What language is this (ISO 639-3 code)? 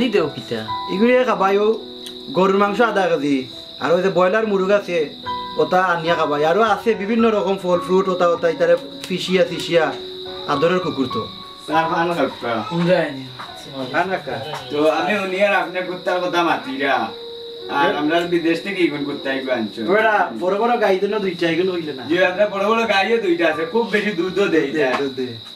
syl